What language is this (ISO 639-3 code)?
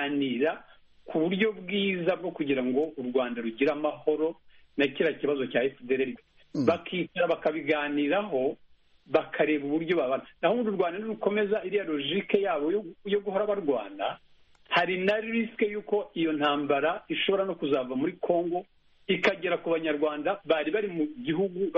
kin